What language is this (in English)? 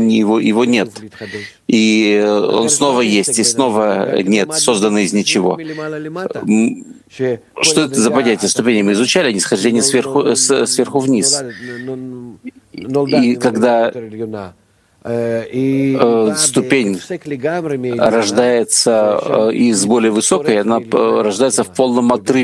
Russian